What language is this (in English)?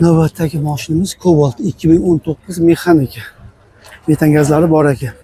Uzbek